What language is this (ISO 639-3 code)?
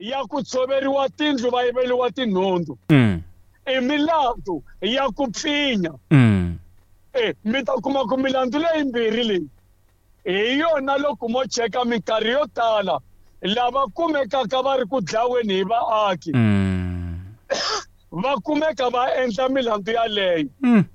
tso